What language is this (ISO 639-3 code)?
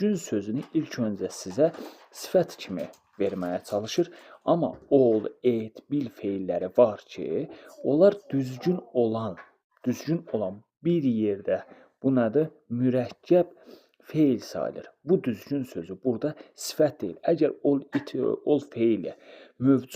aze